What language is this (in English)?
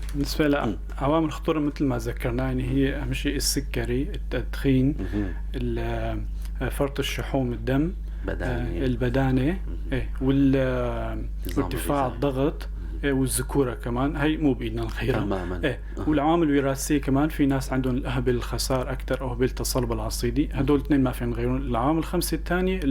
North Levantine Arabic